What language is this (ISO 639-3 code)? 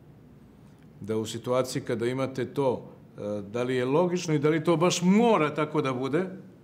srp